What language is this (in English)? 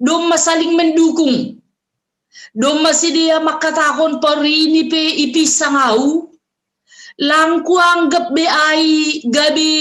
Batak Simalungun